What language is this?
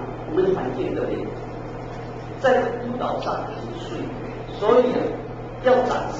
Chinese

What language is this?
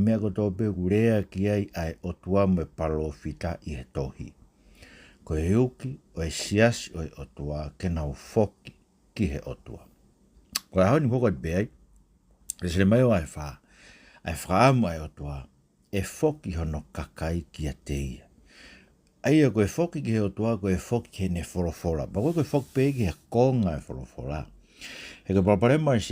Tongan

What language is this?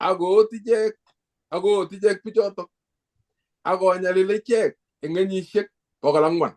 Kalenjin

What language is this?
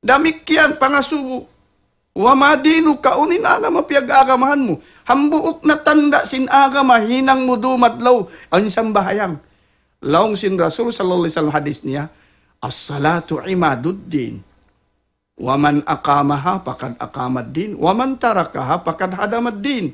Tausug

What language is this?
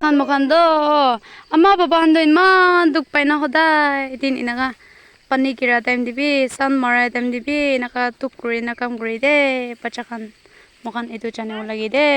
Naga Pidgin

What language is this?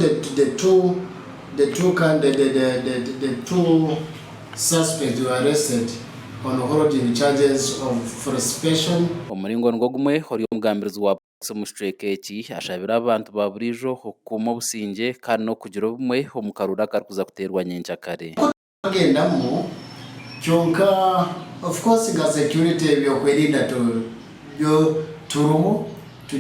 Nyankole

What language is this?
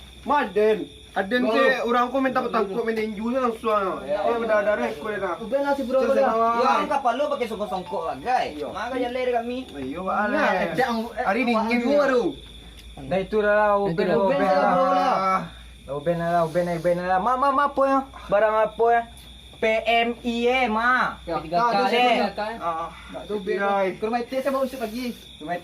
Minangkabau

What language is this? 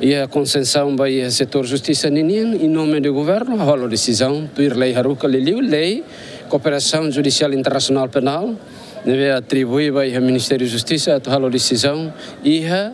Tetum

